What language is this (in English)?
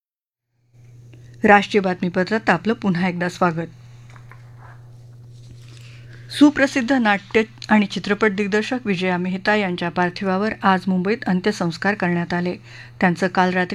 Marathi